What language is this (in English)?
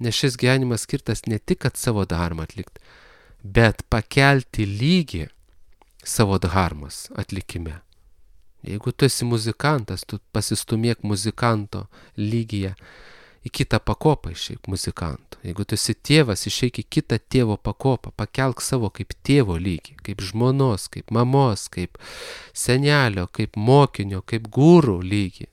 Lithuanian